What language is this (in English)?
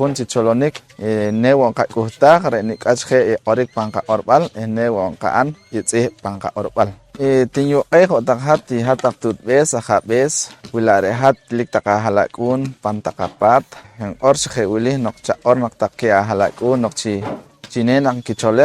Poqomchi'